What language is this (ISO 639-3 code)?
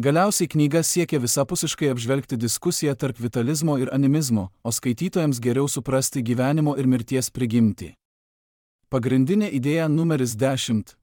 lit